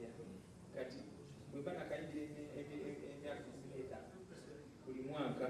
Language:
Ganda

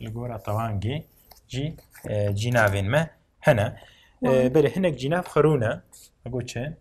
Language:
Kurdish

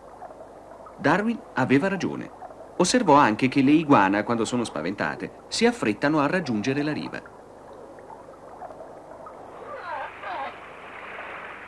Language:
Italian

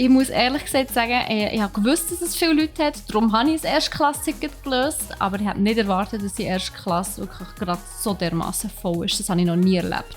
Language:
Swiss German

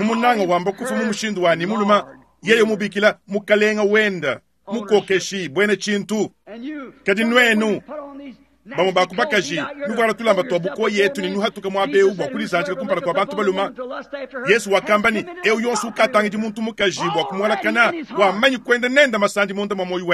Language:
Luba-Lulua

